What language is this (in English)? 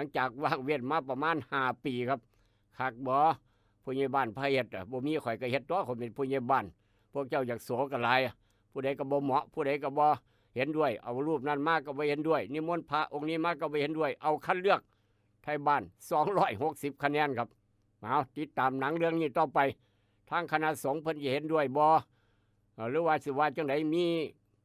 Northeastern Thai